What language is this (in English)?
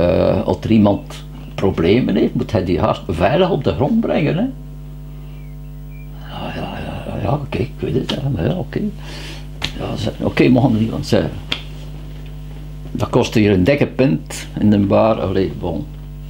Dutch